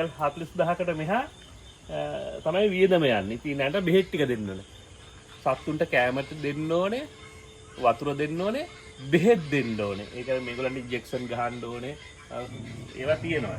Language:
Sinhala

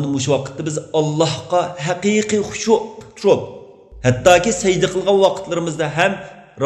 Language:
Uyghur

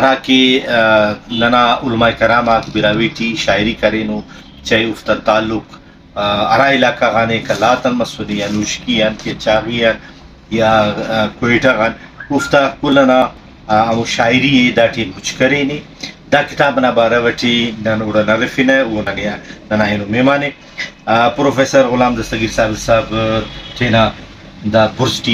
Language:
Brahui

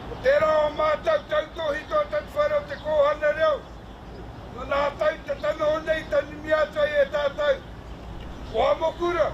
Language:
Māori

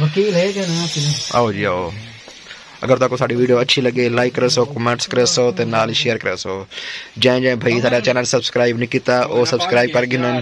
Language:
Saraiki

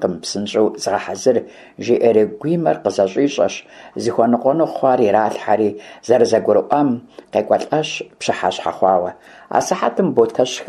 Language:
Kabardian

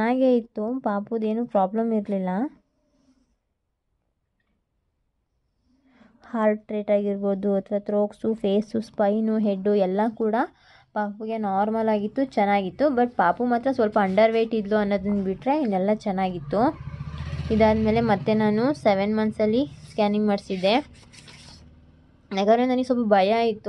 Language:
Kannada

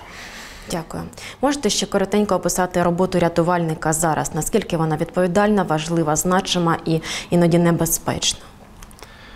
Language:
Ukrainian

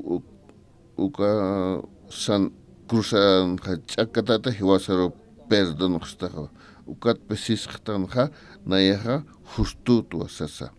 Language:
Aymara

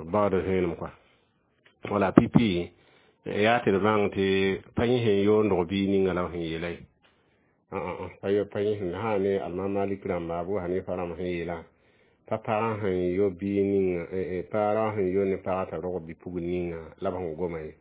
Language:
Mossi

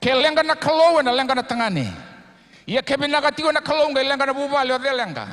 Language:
Fijian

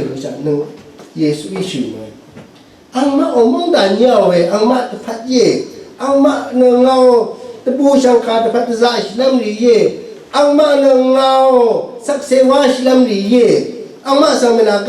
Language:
Rawang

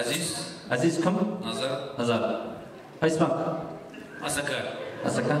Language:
Kara-Kalpak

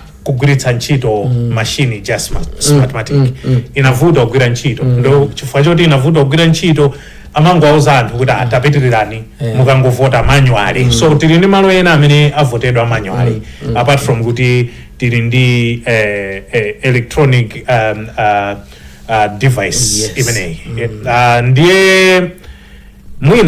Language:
Nyanja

